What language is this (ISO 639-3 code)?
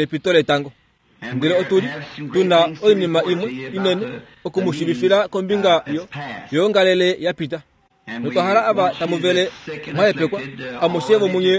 kua